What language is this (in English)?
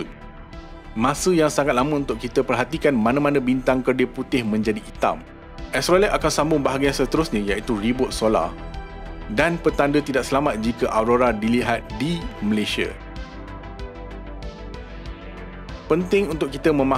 Malay